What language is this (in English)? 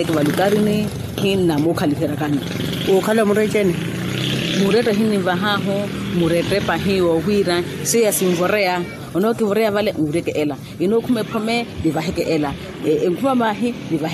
Makhuwa